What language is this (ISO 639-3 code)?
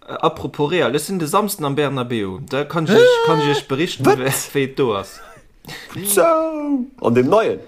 ltz